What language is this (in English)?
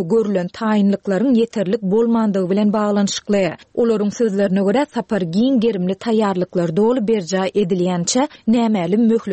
Turkmen